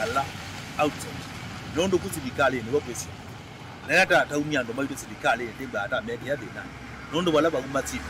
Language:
Kamba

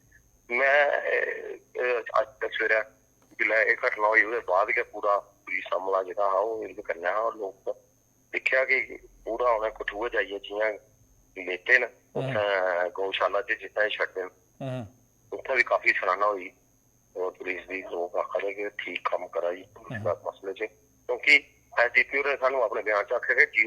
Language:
Dogri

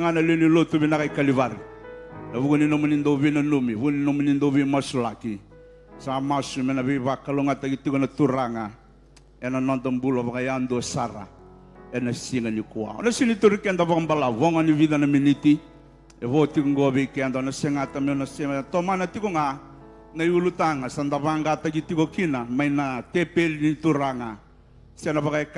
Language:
Fijian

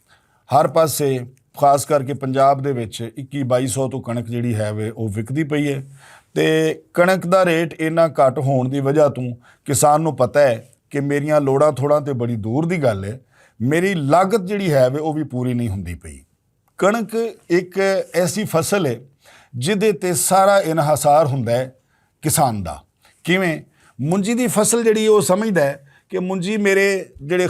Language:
Western Panjabi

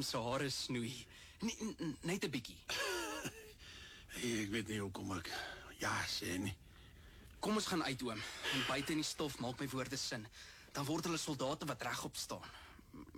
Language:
Afrikaans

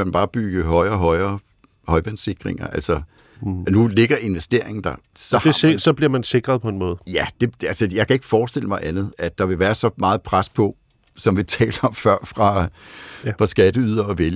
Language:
Danish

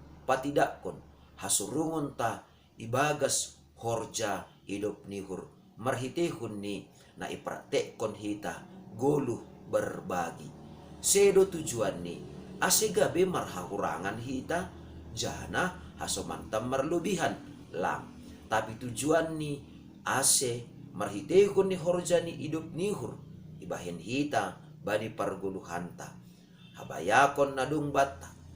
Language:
Batak Simalungun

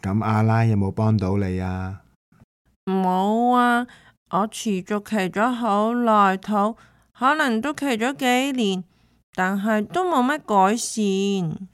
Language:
Cantonese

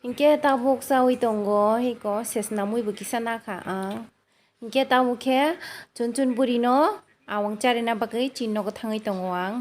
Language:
Kok Borok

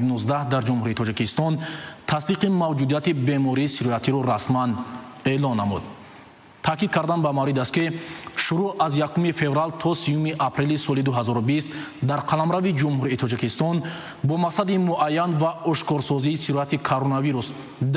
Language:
Tajik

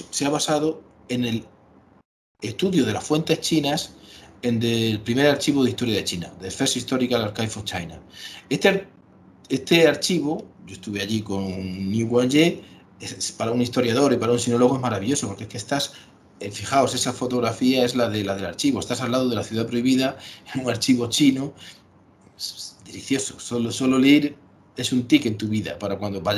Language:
Spanish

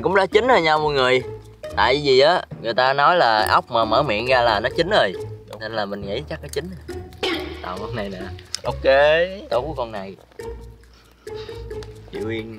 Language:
Vietnamese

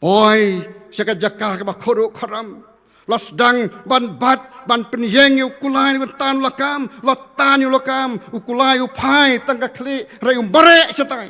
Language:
Khasi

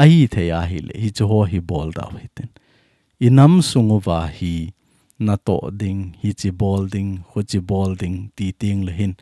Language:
Thado Chin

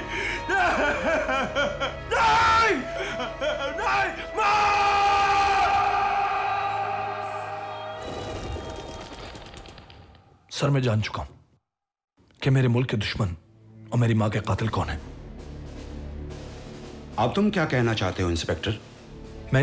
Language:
Hindi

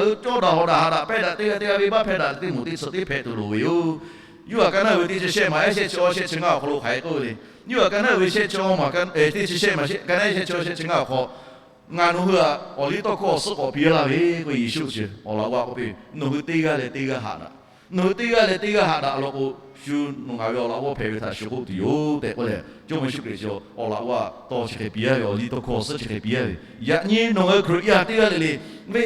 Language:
Lahu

